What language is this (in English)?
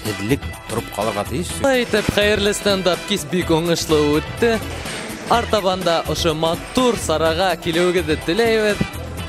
Bashkir